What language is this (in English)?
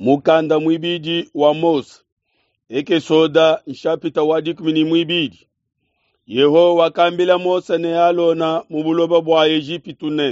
Luba-Lulua